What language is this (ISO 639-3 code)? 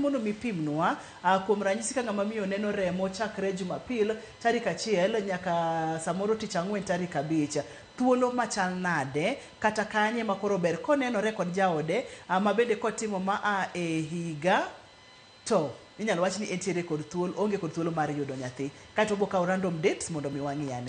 luo